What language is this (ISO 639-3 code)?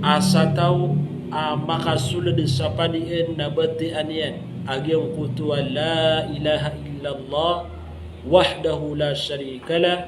mrw